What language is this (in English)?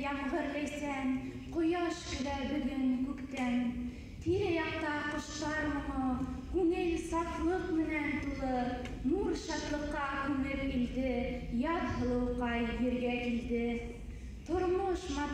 Bashkir